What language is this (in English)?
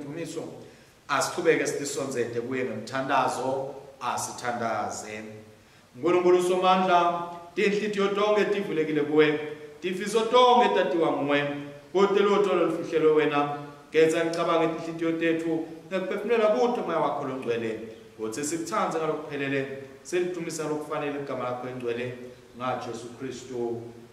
Swati